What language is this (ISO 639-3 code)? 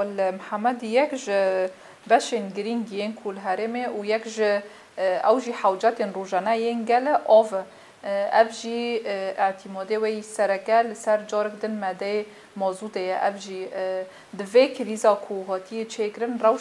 kur